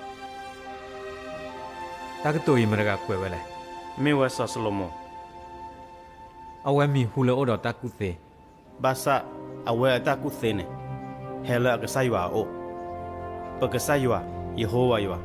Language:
S'gaw Karen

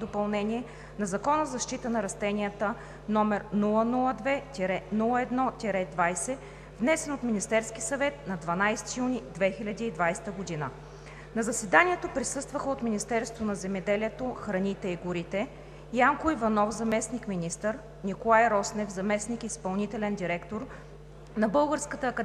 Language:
Bulgarian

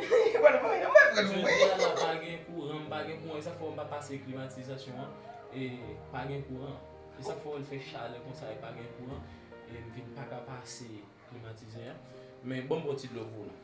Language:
Haitian Creole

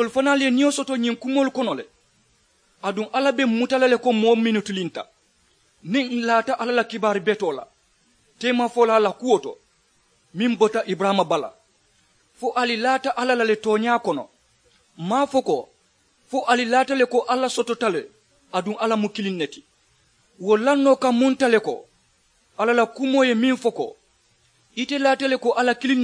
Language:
Mandingo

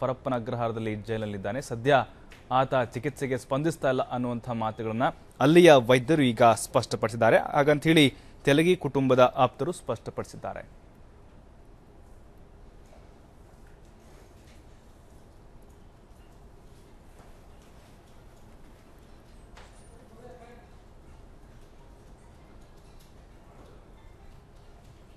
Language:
Kannada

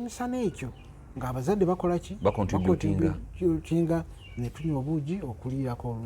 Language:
Ganda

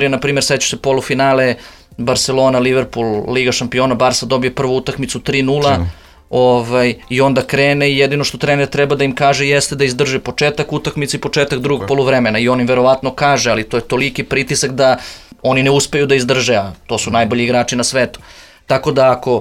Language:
Serbian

